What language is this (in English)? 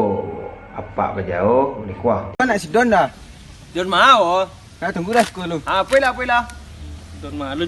Minangkabau